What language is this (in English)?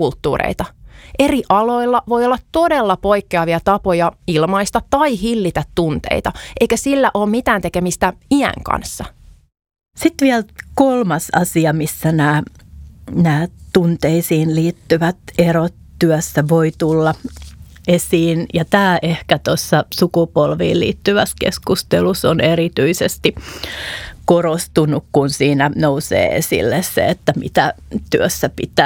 Finnish